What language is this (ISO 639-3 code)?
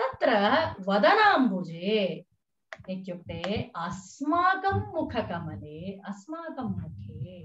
san